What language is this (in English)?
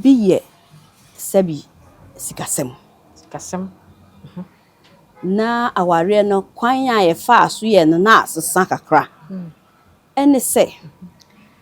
Akan